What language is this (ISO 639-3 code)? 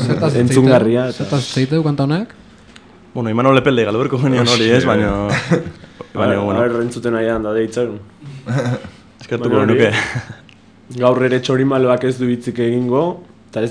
eus